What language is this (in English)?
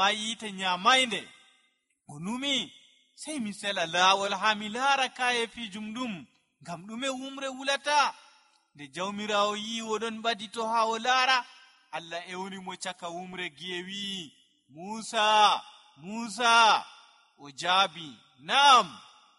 Nigerian Fulfulde